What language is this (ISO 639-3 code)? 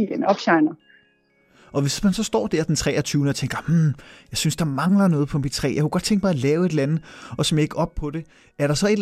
dan